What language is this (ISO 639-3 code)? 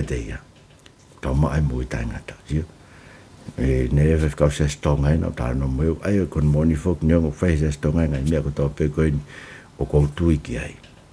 ton